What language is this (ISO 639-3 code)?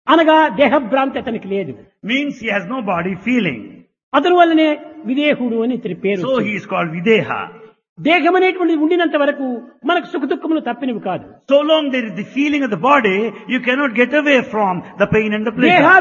tel